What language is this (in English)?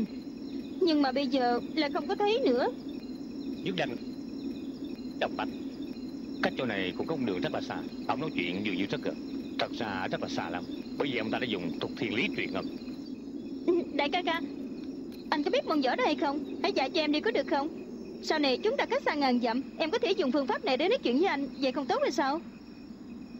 Vietnamese